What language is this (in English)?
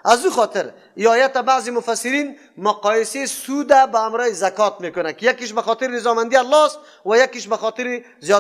Persian